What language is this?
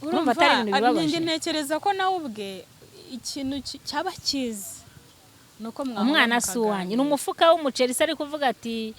Kinyarwanda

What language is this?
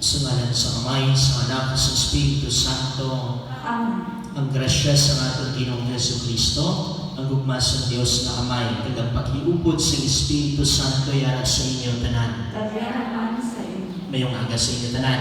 Hiligaynon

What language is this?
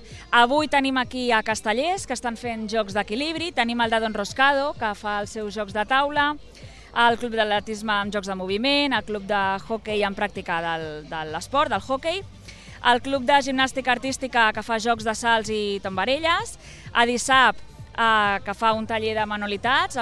Catalan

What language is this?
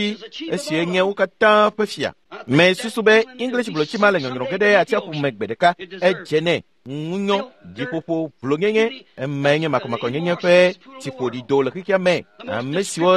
Ewe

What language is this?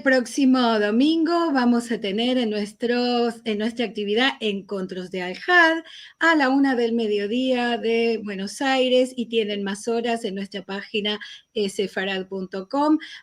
Ladino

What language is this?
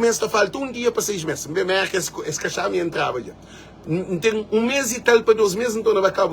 Kabuverdianu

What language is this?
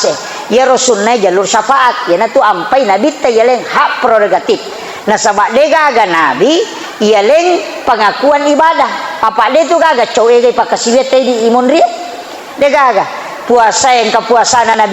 Buginese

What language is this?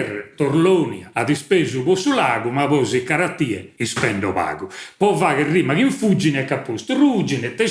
Sardinian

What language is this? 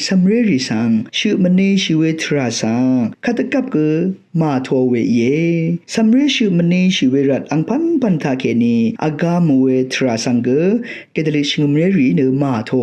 Rawang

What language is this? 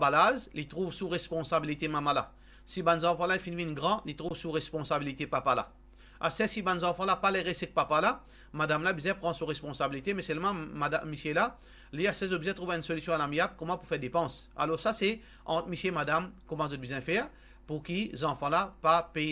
Morisyen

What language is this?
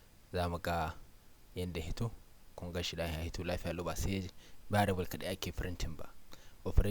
Hausa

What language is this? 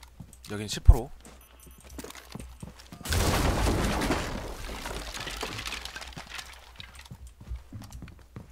Korean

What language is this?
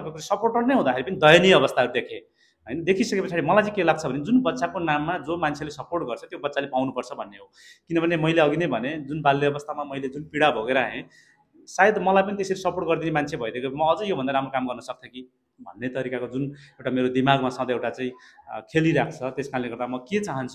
Nepali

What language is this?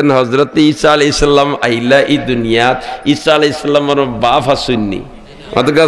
Sylheti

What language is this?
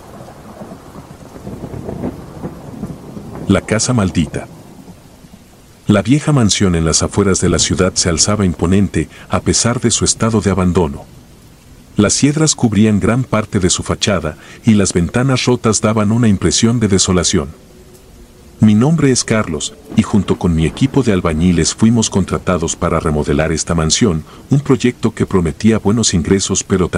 Spanish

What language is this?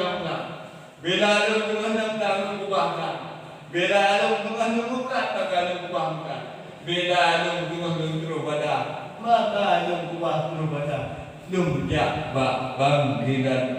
Achinese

